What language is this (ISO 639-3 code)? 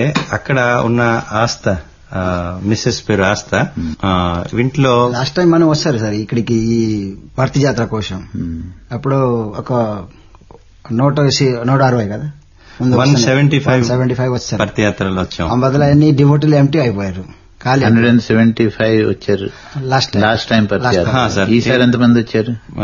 tel